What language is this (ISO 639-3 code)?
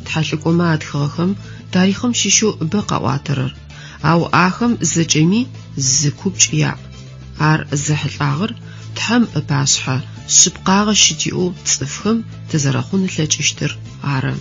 ady